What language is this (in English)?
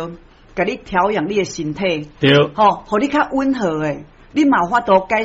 Min Nan Chinese